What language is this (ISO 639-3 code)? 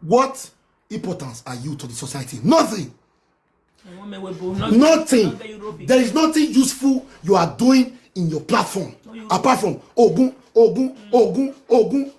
pcm